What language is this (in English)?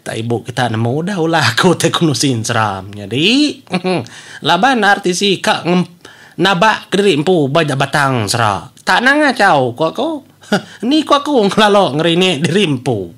Iban